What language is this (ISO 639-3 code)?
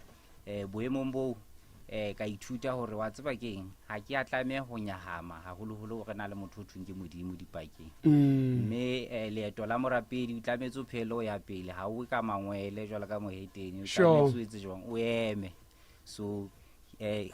sot